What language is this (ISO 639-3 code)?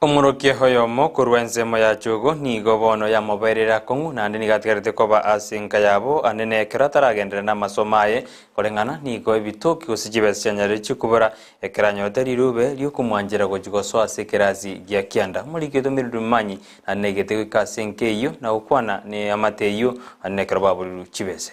guz